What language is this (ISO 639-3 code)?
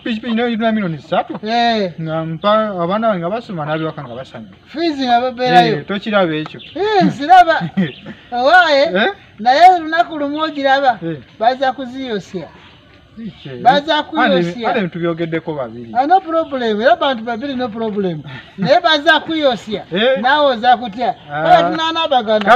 lug